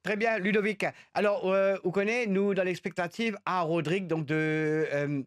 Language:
Morisyen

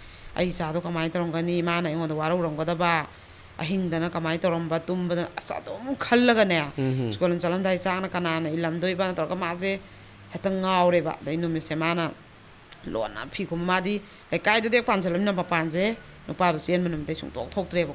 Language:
Manipuri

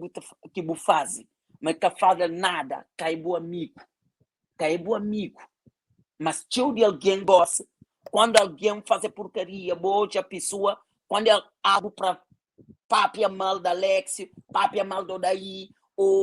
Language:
Kabuverdianu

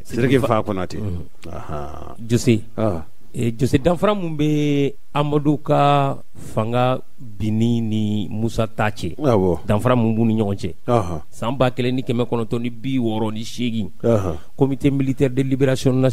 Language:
Bambara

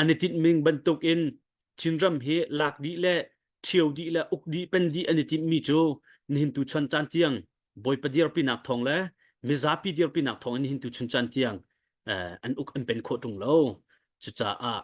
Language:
Hakha Chin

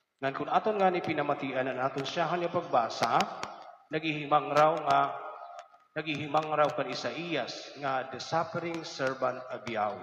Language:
Waray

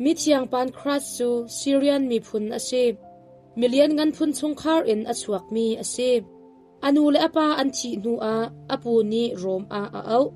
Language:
Hakha Chin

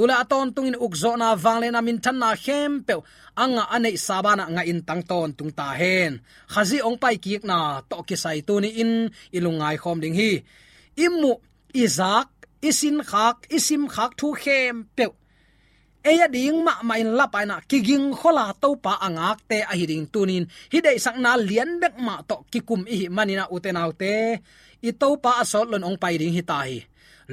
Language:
Tedim Chin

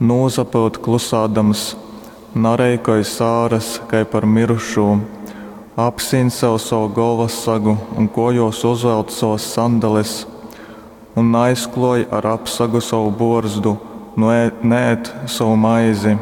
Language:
Latgalian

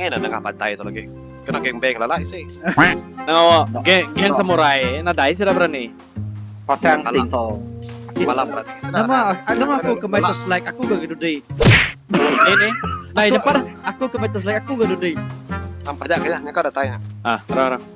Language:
Iban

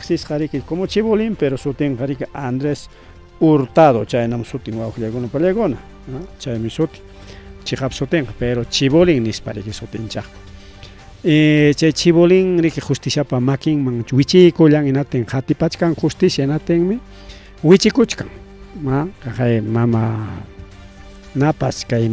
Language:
Ayacucho Quechua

